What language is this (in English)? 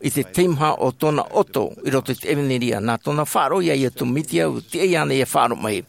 Tahitian